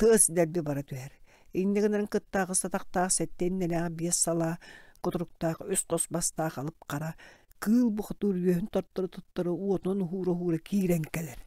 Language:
Yakut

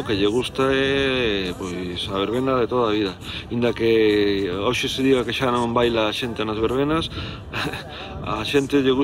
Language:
Galician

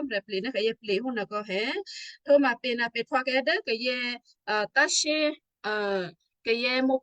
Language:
Western Kayah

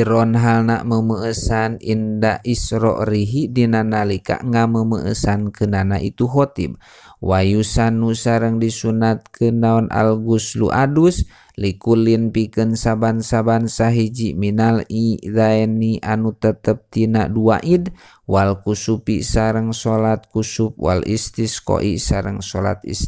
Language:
Sundanese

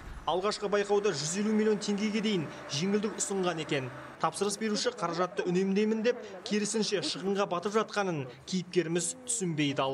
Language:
Kazakh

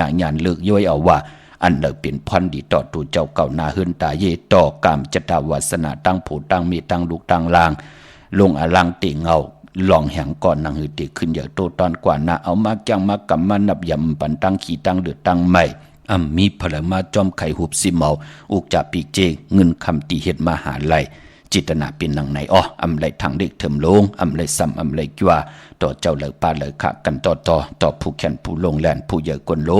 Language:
Shan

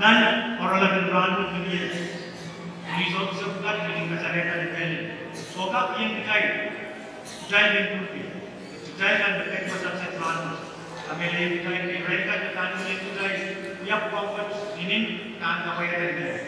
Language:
Pohnpeian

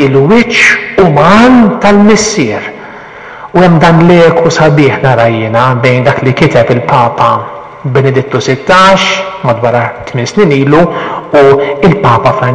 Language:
Maltese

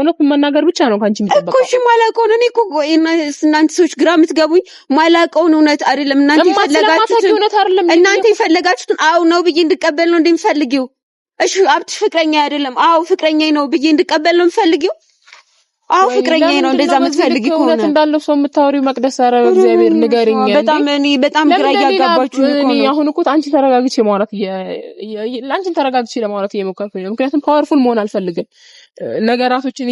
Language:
Amharic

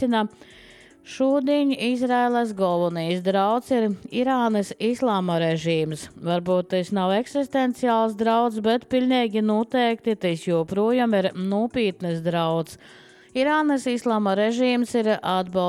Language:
Latvian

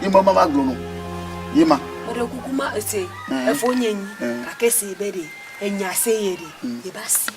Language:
Ewe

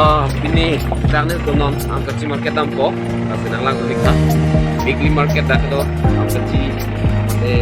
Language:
Karbi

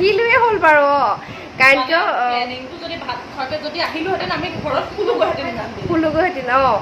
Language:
Assamese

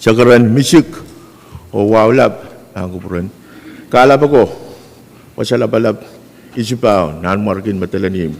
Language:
Pohnpeian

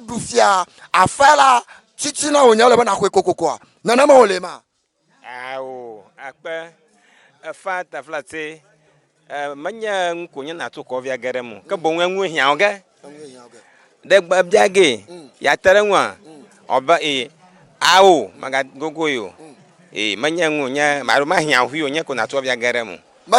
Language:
Ewe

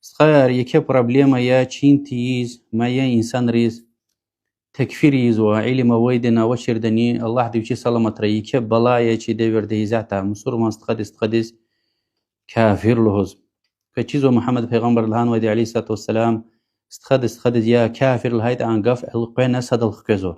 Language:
Lezghian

